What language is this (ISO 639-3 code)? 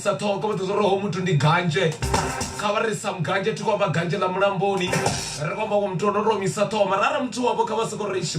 ven